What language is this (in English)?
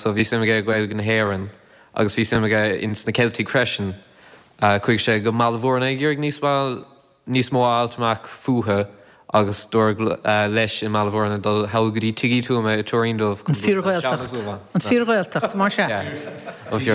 Irish